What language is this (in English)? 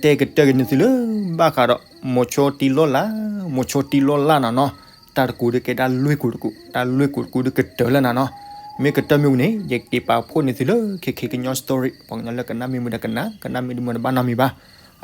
S'gaw Karen